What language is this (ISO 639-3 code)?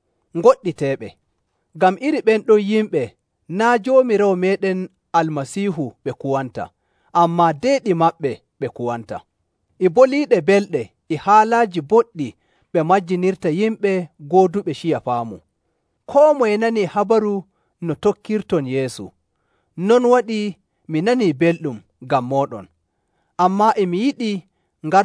fuv